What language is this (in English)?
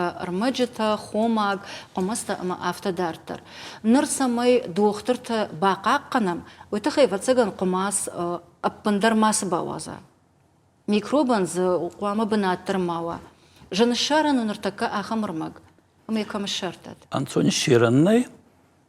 Ossetic